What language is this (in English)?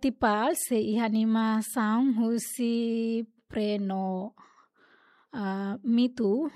Tetum